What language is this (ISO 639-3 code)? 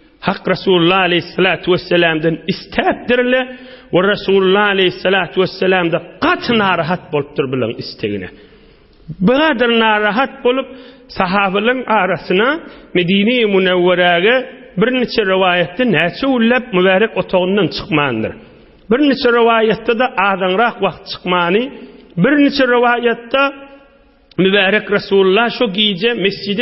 tuk